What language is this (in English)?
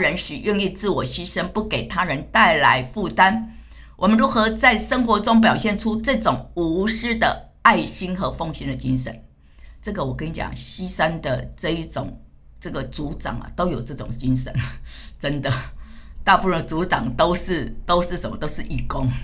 Chinese